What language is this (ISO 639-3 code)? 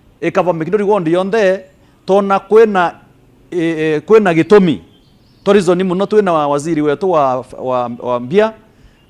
mer